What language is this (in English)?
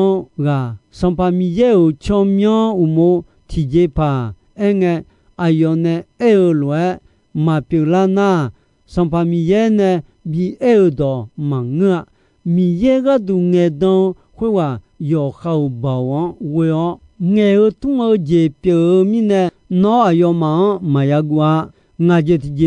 Akha